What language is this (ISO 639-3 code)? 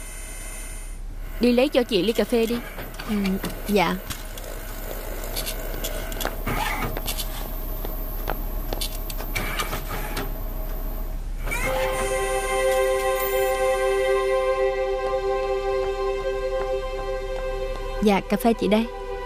vie